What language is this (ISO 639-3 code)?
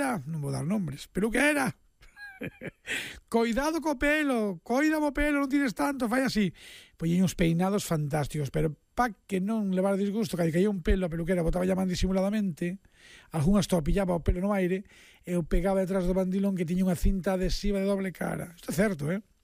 glg